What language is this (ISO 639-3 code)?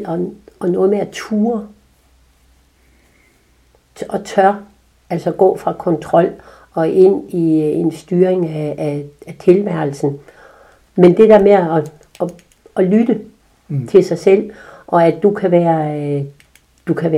dan